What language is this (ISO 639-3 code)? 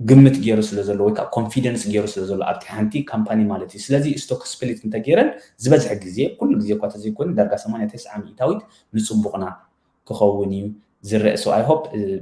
tir